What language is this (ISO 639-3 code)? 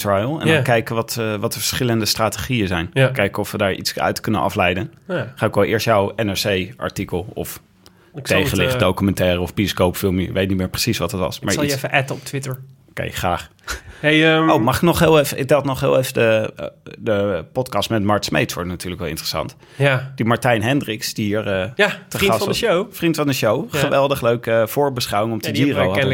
nld